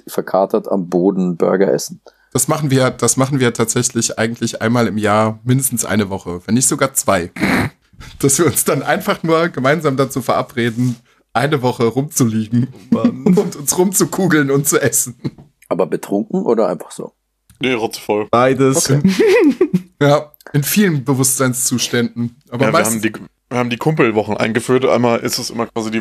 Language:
German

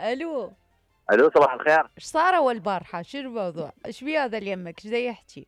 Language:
Mesopotamian Arabic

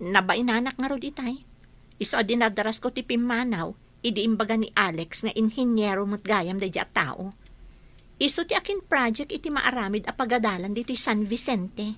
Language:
Iloko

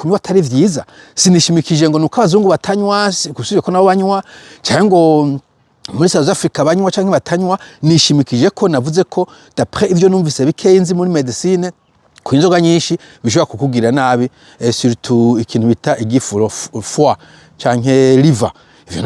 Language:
Rundi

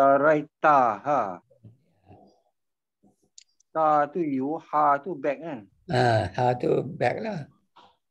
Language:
Malay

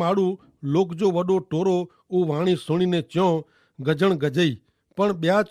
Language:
Kachhi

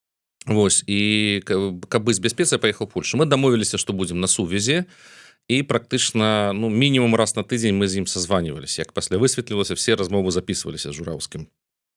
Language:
Belarusian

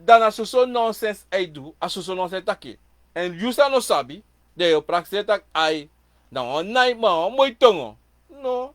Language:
Sranan Tongo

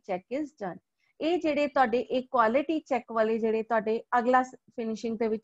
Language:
Punjabi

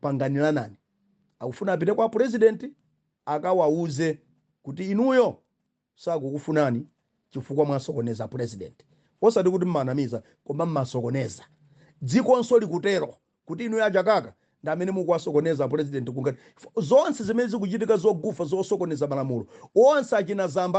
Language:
Nyanja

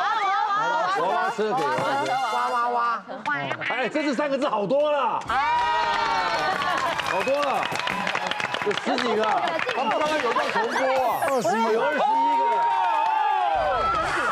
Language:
Chinese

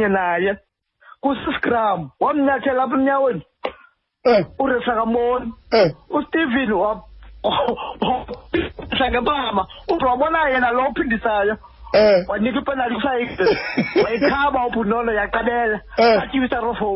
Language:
Xhosa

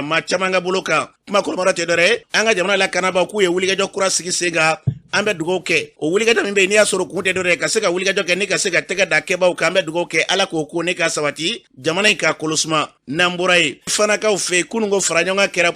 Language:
Bambara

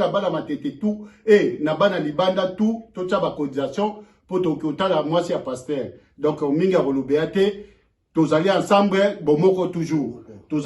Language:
Lingala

